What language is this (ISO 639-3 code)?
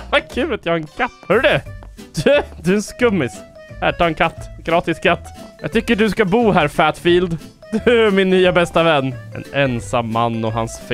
swe